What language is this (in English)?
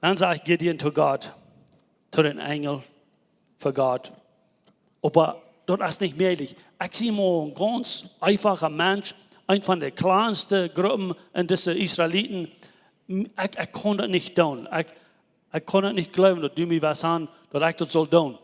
Plautdietsch